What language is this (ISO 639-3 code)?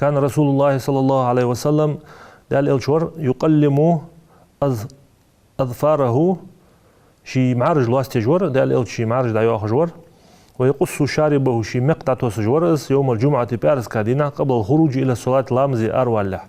inh